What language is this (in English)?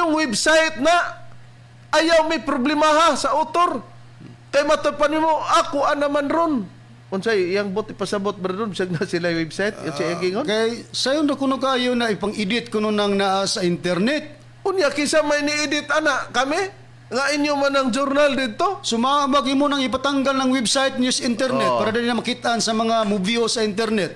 Cebuano